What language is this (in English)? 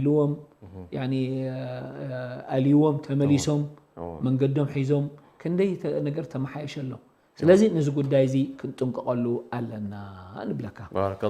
Tigrinya